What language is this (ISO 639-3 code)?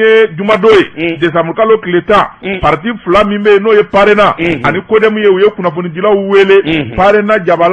bam